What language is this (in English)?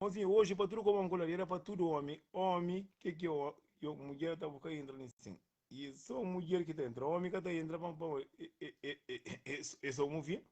Kabuverdianu